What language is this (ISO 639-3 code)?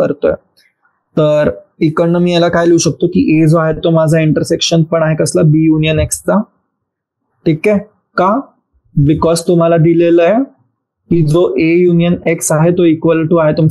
mar